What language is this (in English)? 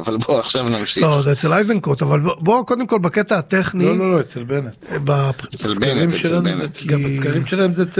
Hebrew